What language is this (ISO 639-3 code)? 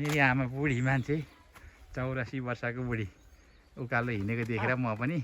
nep